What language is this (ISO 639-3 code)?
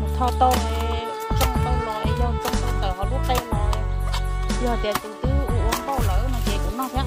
hmn